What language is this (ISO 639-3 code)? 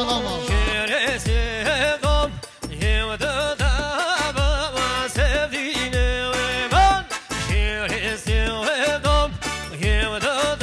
kur